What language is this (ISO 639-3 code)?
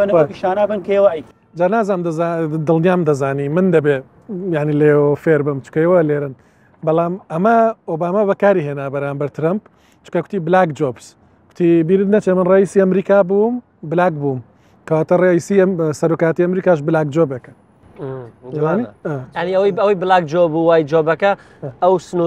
ckb